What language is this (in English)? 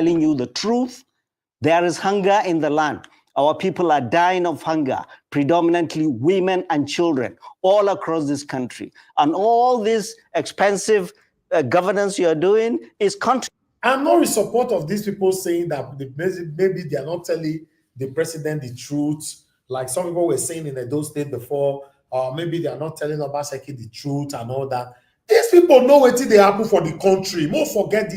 Nigerian Pidgin